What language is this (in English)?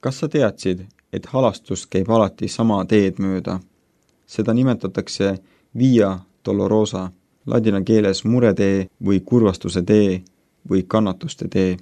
Estonian